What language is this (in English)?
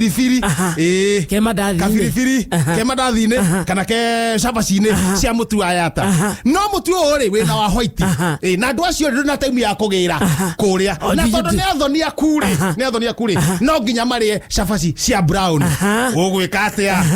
Kikuyu